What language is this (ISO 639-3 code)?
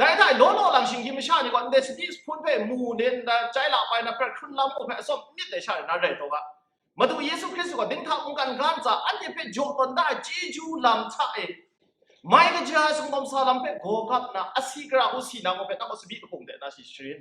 kac